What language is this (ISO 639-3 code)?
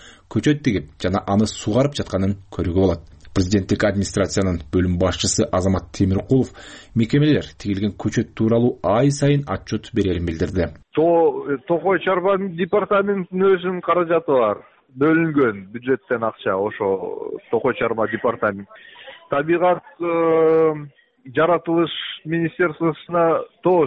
kir